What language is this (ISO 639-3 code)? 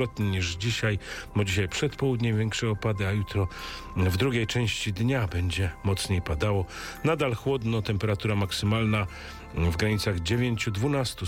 pol